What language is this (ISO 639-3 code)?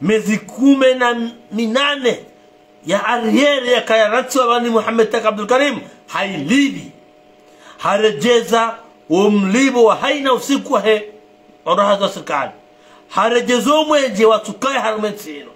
zdj